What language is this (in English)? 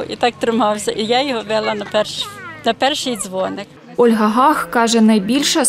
Ukrainian